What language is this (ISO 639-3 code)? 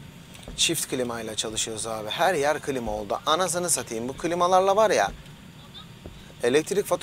tur